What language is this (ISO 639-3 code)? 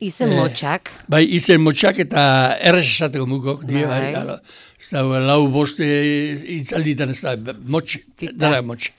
eus